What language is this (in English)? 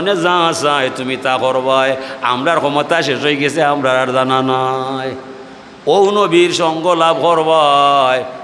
Sylheti